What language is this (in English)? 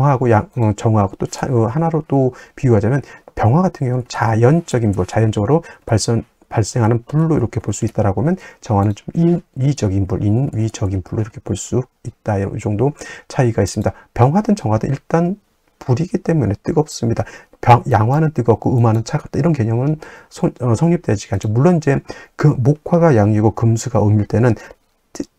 Korean